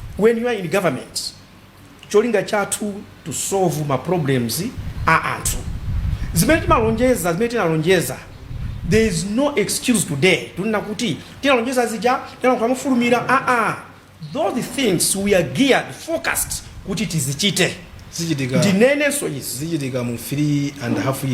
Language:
Nyanja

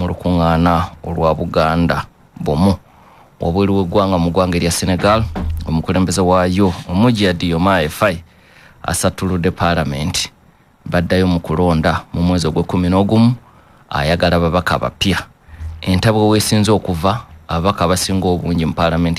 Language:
Ganda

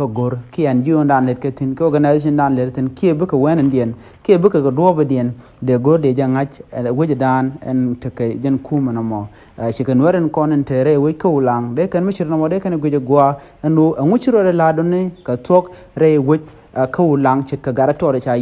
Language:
Nuer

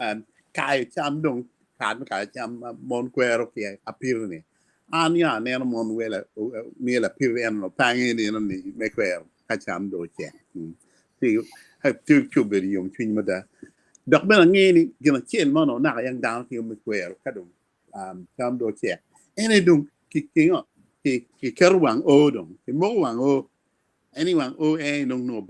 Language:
Acoli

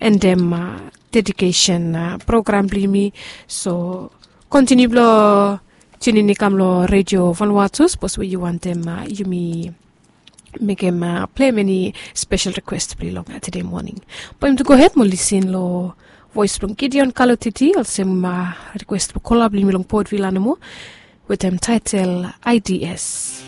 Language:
Bislama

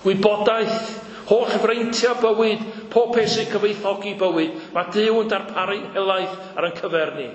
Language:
Welsh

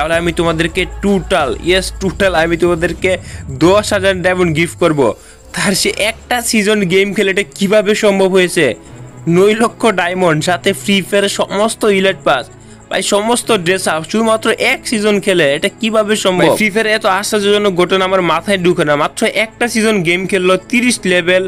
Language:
Bangla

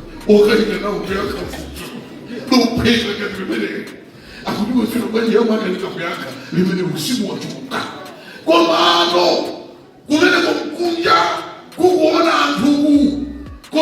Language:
Nyanja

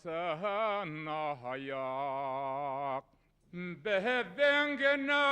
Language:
Bashkir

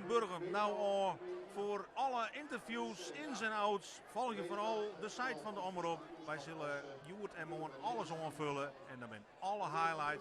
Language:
Western Frisian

